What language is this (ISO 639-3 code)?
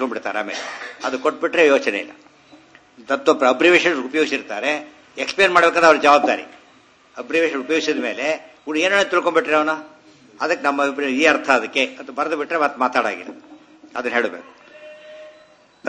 kan